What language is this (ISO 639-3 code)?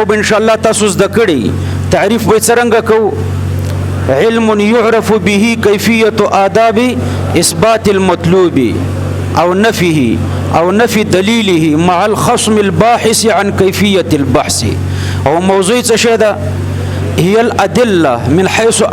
pus